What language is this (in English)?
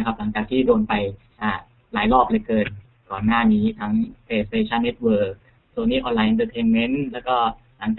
Thai